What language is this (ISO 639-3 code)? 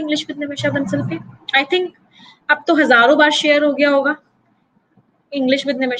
hin